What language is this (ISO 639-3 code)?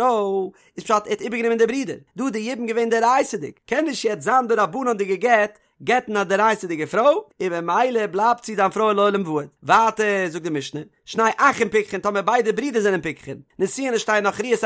yid